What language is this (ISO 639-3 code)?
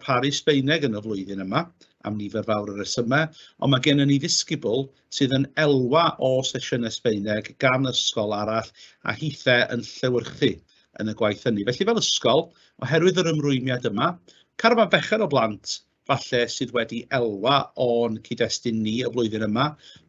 cym